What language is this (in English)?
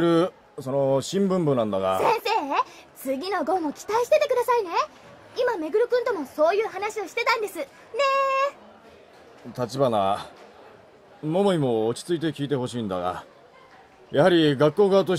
Japanese